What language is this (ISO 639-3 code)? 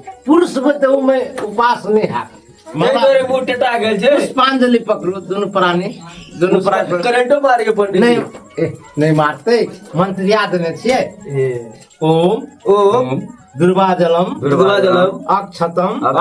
mai